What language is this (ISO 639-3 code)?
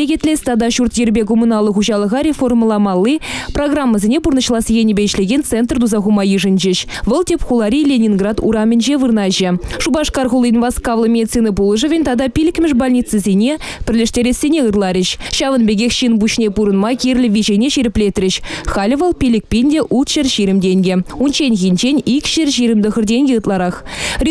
chv